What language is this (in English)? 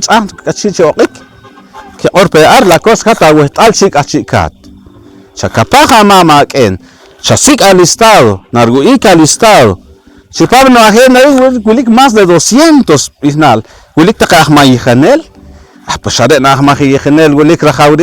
Poqomchi'